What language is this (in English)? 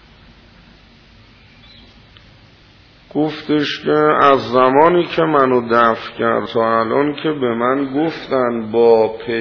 Persian